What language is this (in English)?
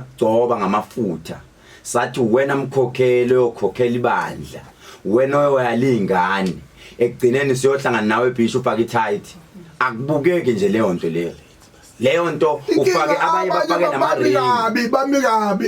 Zulu